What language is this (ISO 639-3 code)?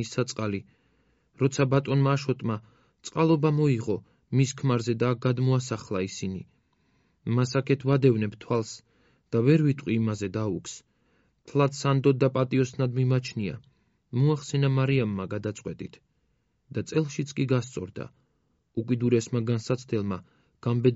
kat